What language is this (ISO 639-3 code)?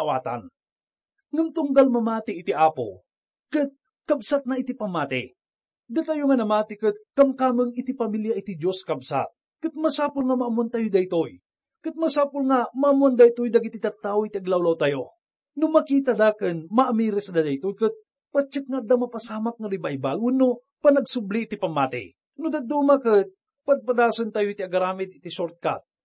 ilo